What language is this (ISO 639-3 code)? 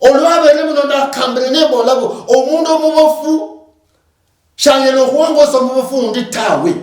luy